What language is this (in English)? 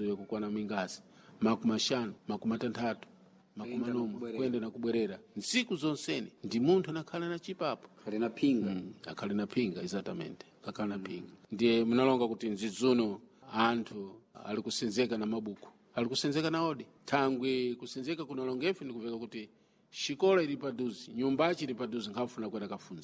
Sena